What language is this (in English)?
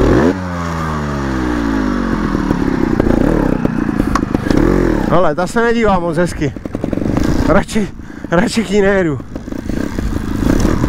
Czech